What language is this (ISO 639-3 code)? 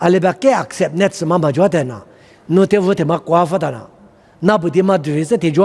lis